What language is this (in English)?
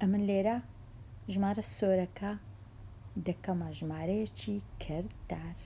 Central Kurdish